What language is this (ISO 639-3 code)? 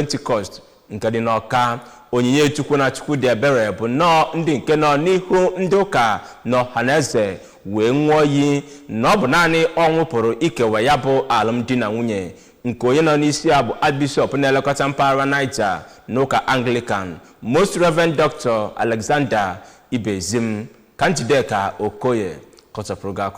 ibo